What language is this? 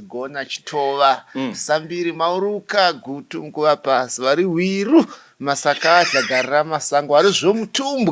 Shona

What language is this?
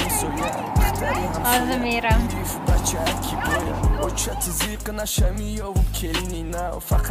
Tajik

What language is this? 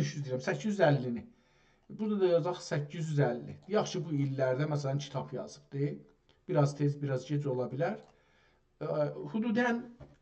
South Azerbaijani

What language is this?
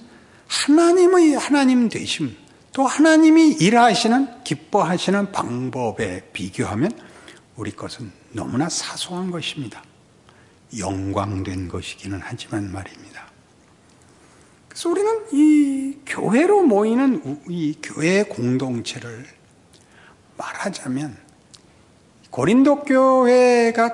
Korean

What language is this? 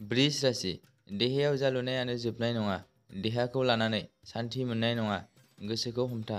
Bodo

